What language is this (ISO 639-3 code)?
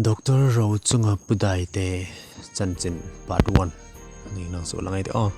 hmr